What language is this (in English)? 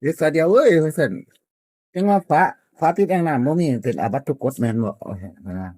Northeastern Thai